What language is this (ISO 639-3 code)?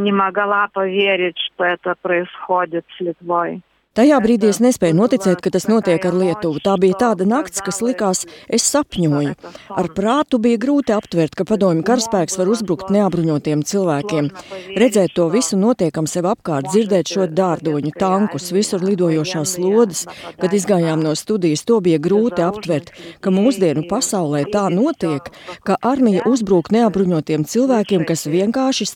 lav